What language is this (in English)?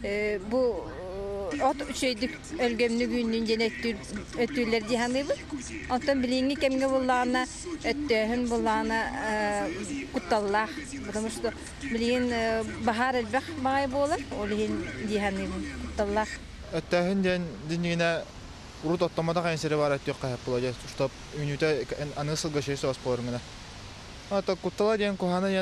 Yakut